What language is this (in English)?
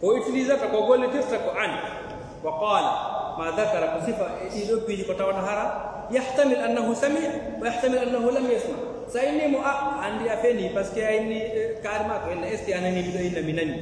Fula